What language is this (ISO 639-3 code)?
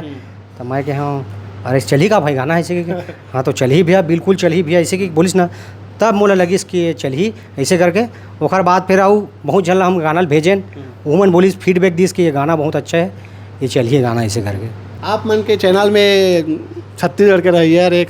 hne